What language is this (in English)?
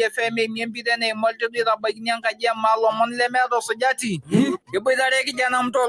Masai